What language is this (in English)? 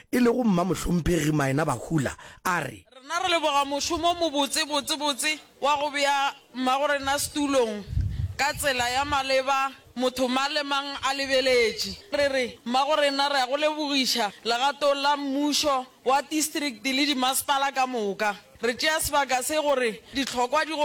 Northern Sotho